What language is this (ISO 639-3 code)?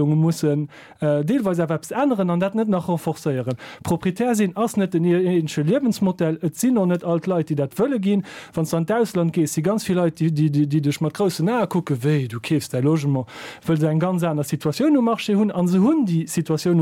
ltz